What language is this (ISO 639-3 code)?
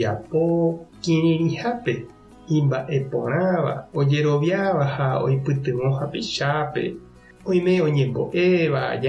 grn